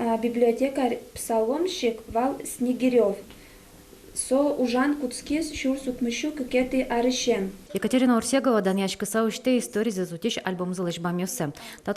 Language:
Udmurt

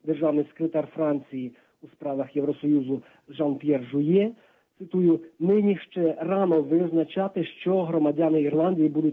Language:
Ukrainian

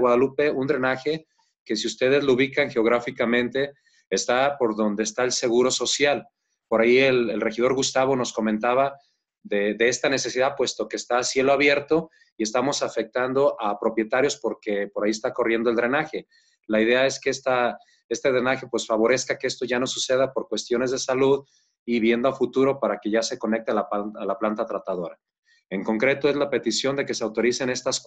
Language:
Spanish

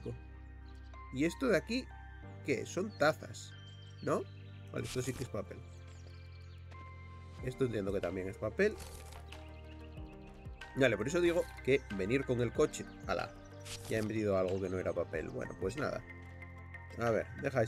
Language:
Spanish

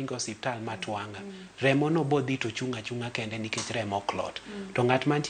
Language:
Luo (Kenya and Tanzania)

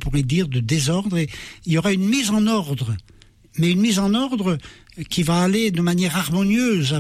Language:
French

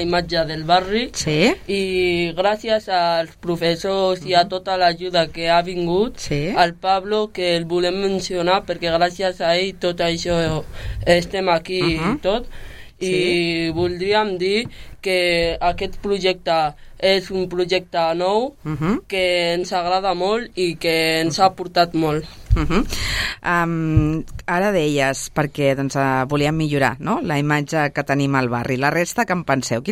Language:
Catalan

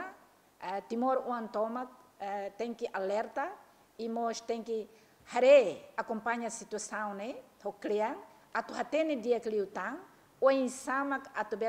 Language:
Tetum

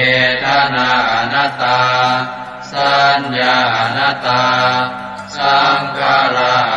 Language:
Pali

